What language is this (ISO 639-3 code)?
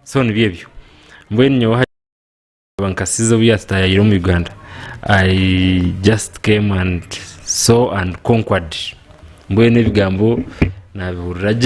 nyn